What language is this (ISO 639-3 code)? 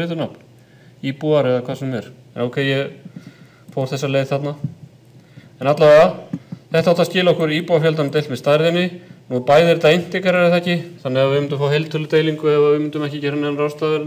isl